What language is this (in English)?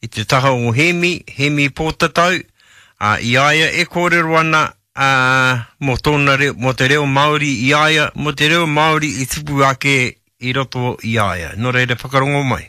Māori